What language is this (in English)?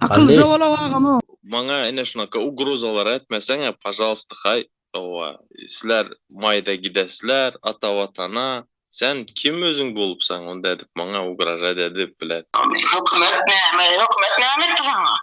Turkmen